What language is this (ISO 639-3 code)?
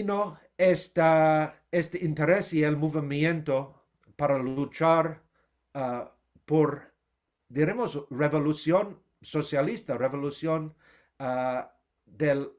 lad